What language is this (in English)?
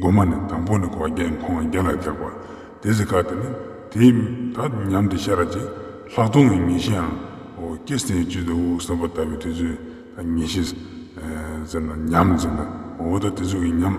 Ladakhi